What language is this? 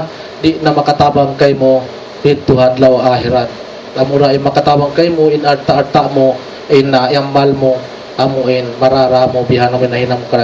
Tausug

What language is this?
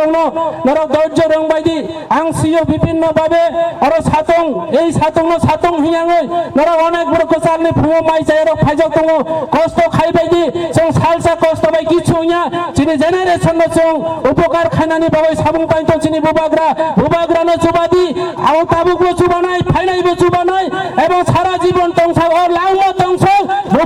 Kok Borok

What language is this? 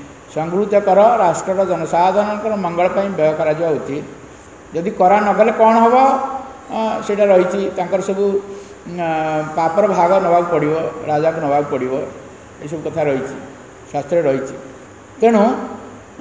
Odia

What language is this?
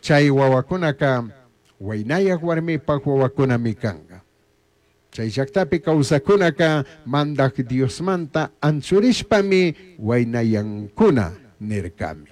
Chimborazo Highland Quichua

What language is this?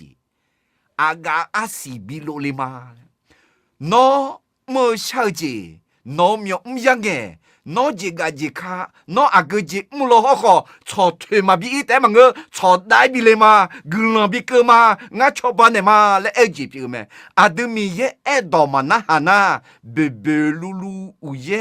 Akha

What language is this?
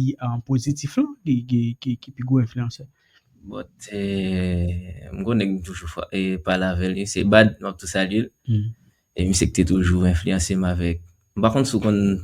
Haitian Creole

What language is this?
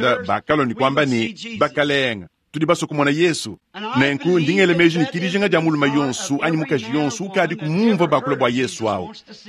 Luba-Lulua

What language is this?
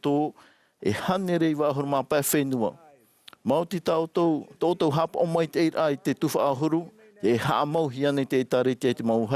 Tahitian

